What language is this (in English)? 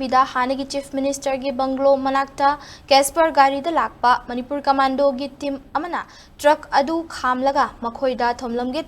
Manipuri